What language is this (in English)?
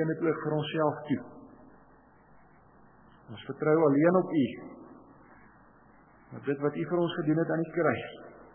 Afrikaans